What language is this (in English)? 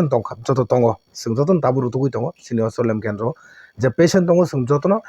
Kok Borok